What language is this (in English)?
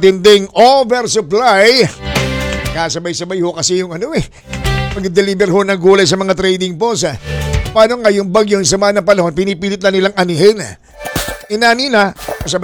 Filipino